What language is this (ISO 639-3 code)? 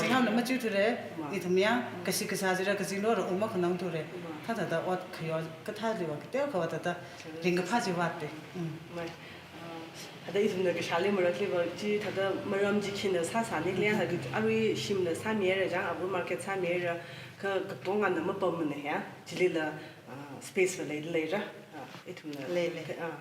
nmf